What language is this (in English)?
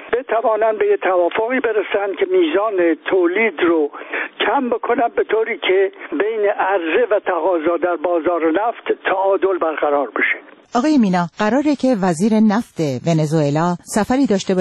Persian